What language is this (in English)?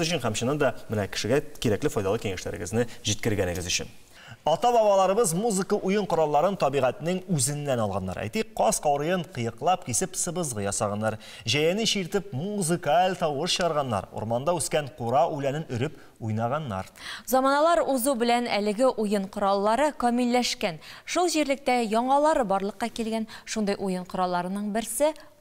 Tatar